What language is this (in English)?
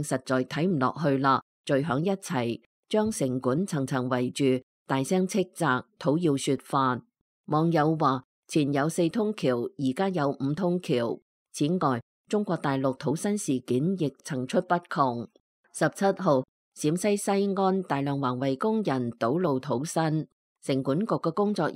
Cantonese